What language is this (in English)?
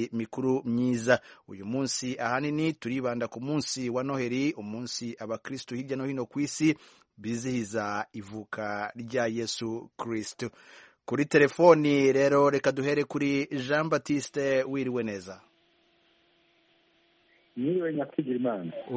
Kinyarwanda